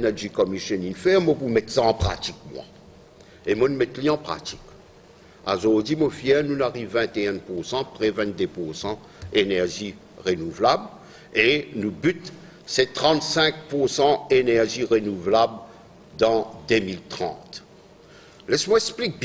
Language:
Morisyen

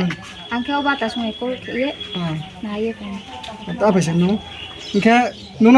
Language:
Riang (India)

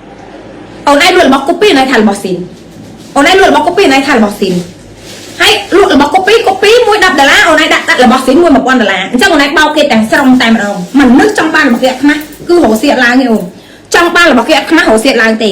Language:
Khmer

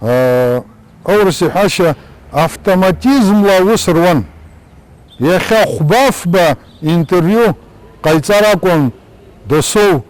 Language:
Abkhazian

